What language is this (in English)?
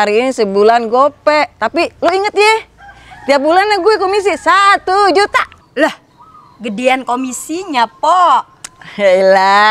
Betawi